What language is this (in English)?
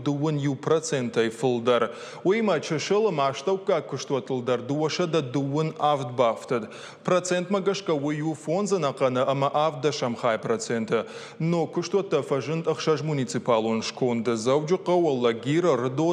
Ossetic